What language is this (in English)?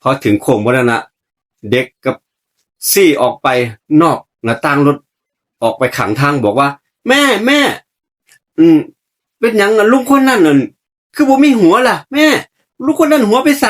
Northeastern Thai